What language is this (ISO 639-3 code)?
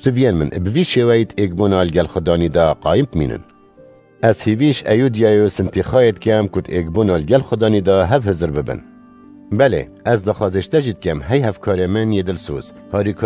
kur